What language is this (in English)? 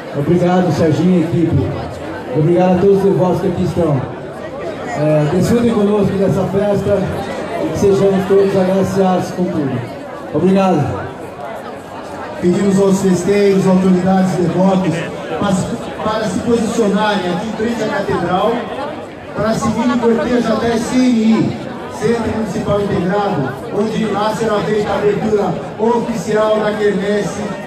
Portuguese